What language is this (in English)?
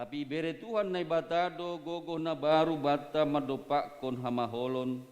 Batak Simalungun